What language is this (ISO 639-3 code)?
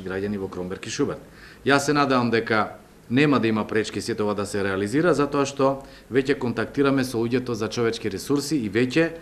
mkd